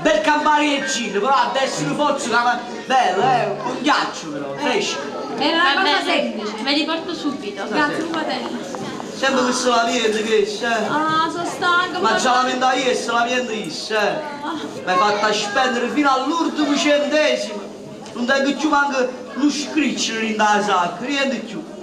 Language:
Neapolitan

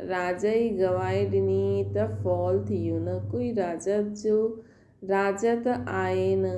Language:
Sindhi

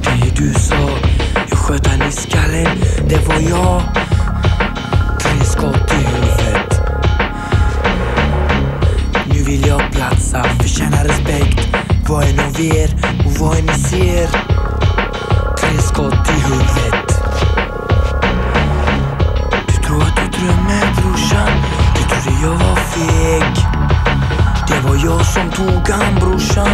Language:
Swedish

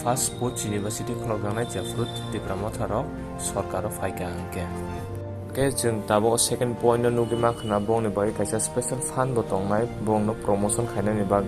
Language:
Kok Borok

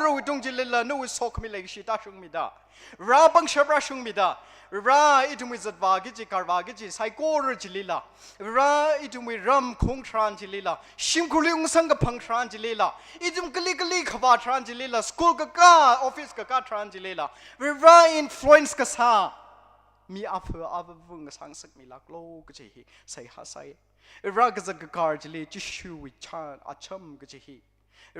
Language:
Tangkhul Naga (India)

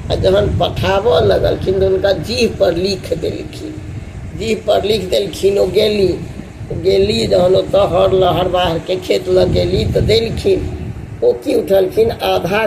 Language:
Maithili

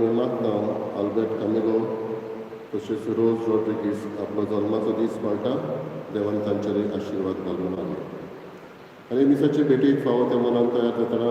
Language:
Konkani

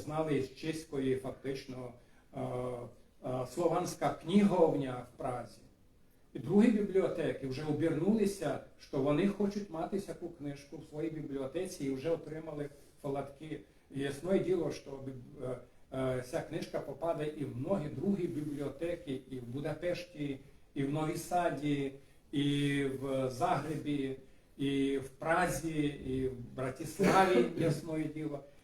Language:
Rusyn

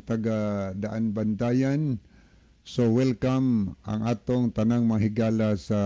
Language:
Cebuano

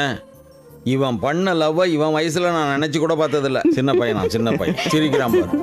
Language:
Tamil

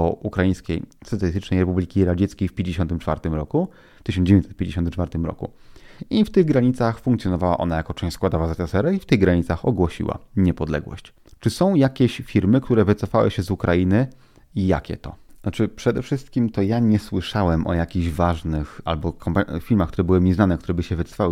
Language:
Polish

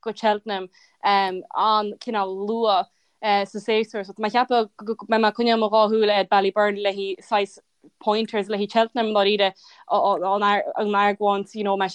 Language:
Irish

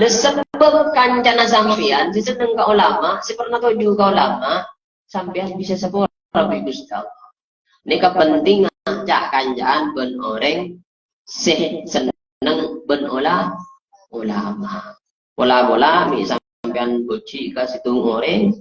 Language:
Madurese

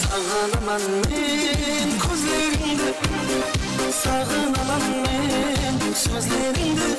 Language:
Kara-Kalpak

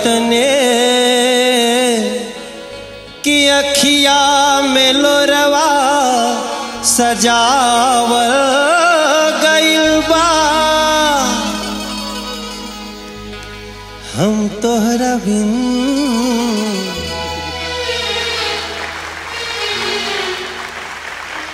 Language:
Bhojpuri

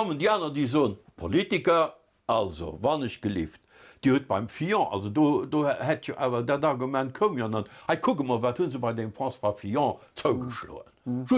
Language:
Luxembourgish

